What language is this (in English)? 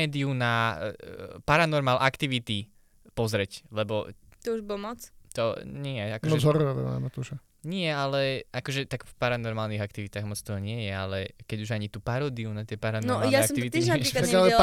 Slovak